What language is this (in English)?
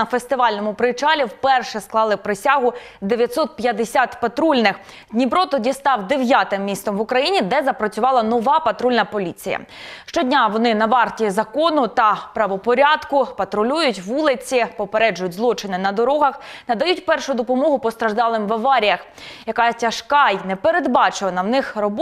Ukrainian